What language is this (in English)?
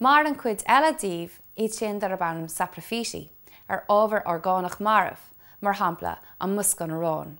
Irish